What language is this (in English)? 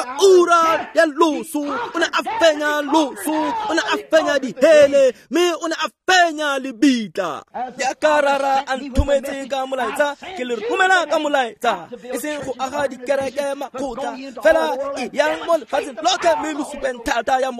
Tswana